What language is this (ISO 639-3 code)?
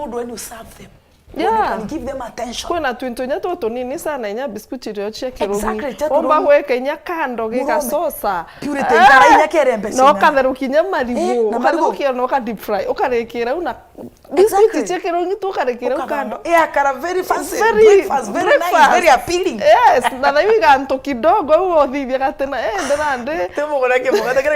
mer